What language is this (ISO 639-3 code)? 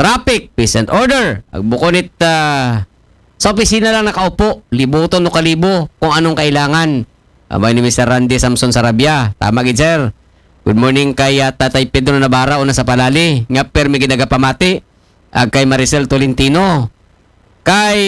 akl